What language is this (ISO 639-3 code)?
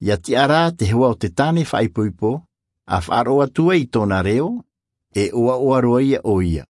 tah